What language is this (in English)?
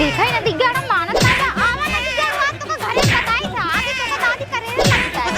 Awadhi